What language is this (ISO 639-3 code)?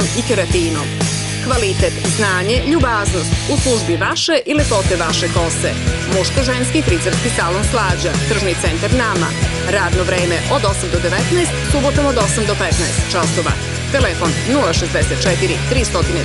srp